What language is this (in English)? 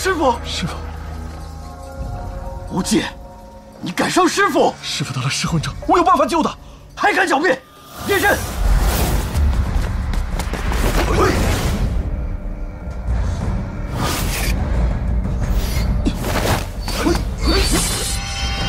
Chinese